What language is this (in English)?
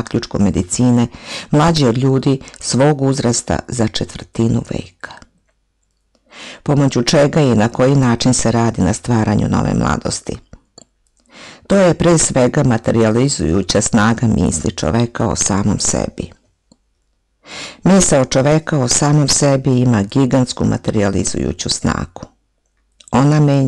Serbian